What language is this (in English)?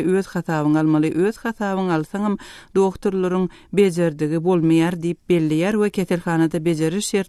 Turkmen